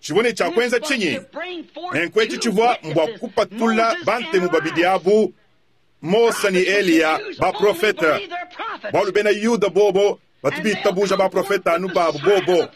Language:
Luba-Lulua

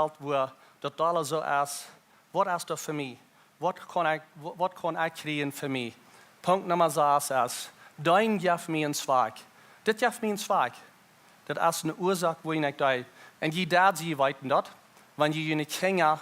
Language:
Plautdietsch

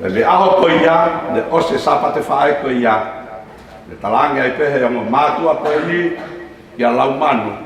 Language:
Tongan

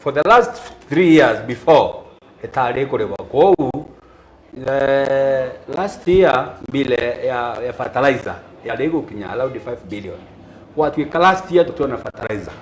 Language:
Meru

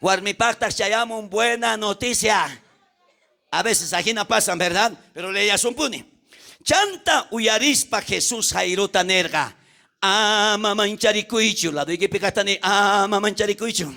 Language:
South Bolivian Quechua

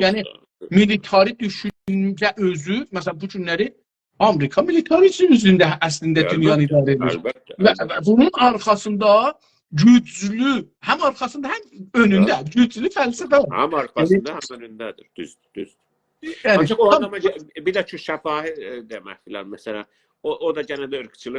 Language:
South Azerbaijani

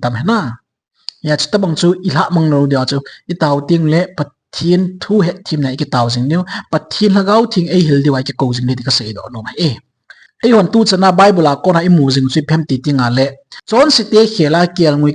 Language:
Thado Chin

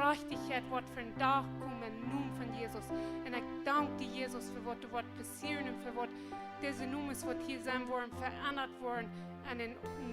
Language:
Plautdietsch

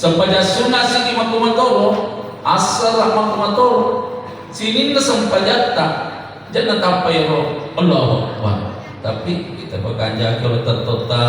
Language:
Buginese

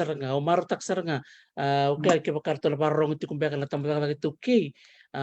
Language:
Fijian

